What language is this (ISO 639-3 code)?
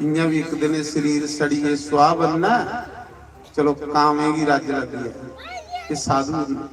doi